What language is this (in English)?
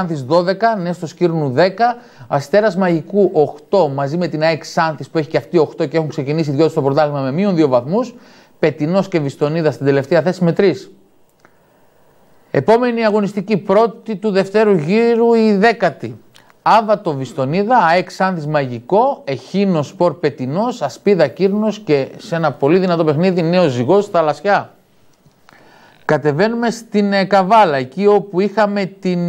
Greek